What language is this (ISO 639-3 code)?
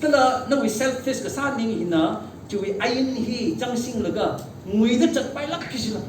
nmf